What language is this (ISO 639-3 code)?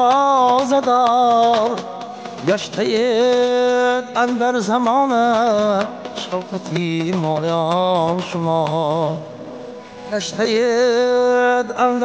tgk